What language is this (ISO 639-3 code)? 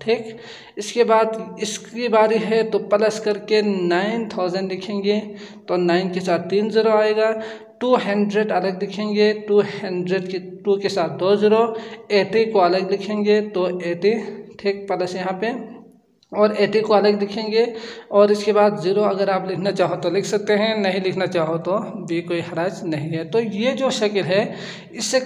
hin